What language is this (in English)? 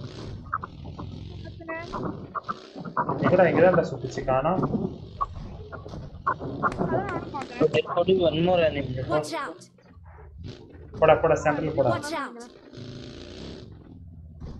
Tamil